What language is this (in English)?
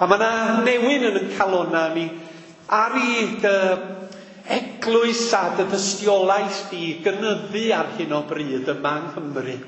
Welsh